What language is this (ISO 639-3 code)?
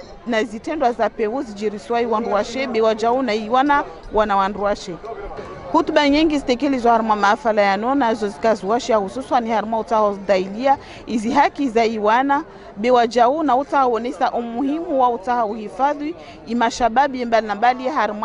zdj